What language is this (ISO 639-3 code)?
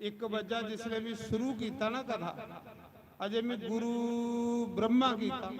doi